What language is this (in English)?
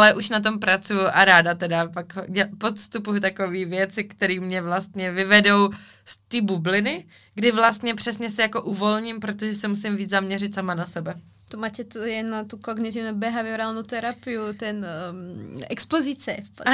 Czech